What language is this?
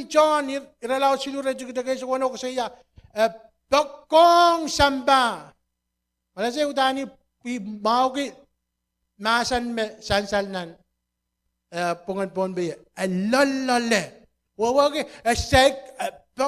Pohnpeian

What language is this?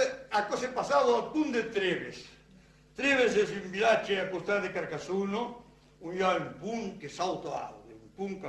Occitan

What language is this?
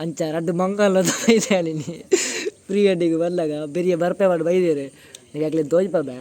Tulu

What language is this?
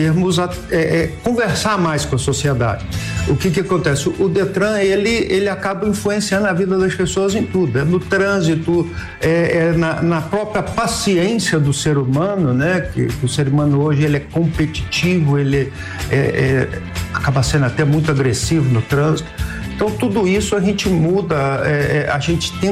Portuguese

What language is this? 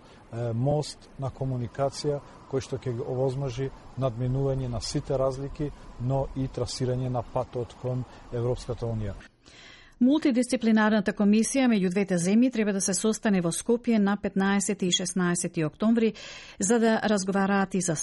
Macedonian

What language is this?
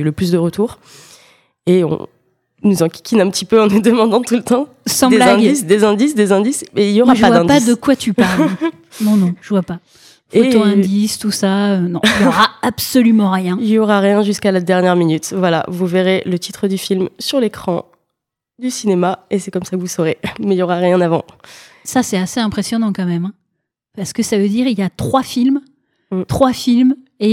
French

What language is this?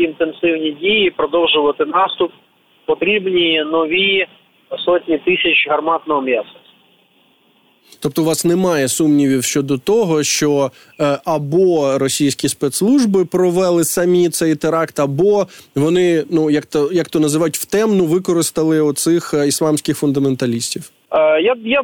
Ukrainian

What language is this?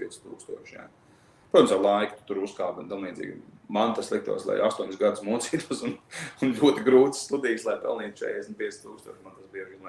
Latvian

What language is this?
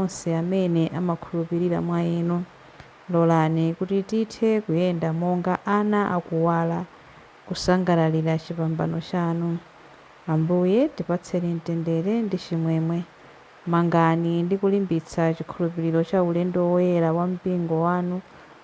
Nyanja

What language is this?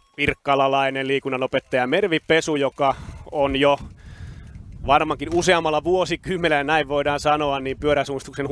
Finnish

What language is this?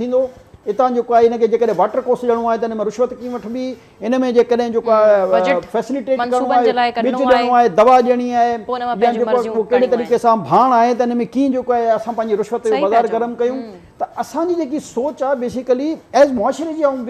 Sindhi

